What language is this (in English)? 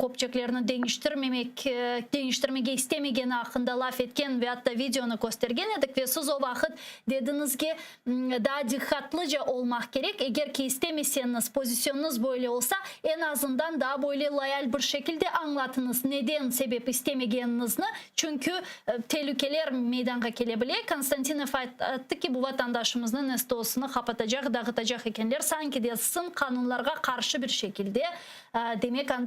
Crimean Tatar